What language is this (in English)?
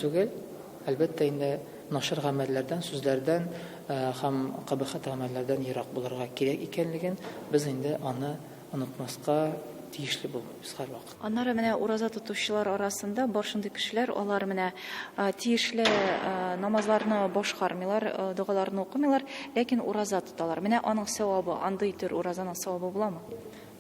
Tatar